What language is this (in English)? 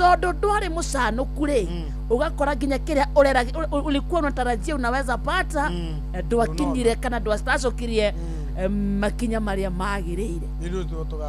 Kikuyu